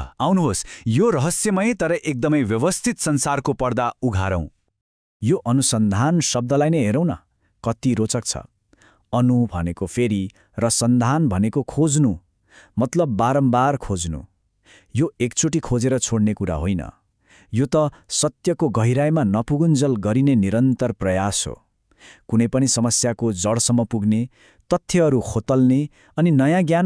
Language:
Nepali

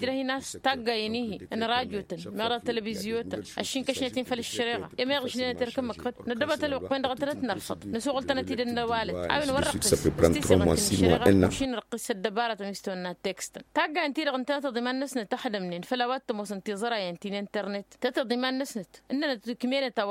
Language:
Tamasheq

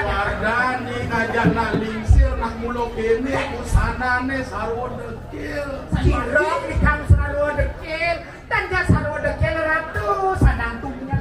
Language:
Balinese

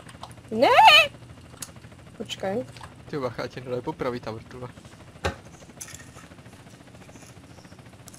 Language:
Czech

